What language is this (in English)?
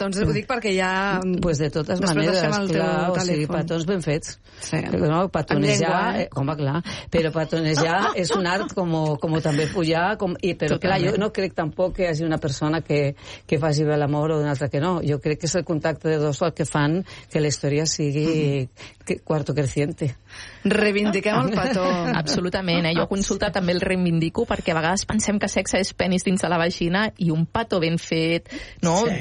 Catalan